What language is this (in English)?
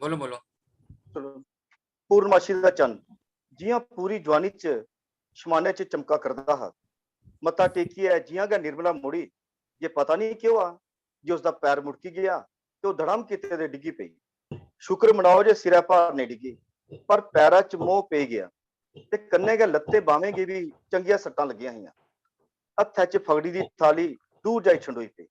Dogri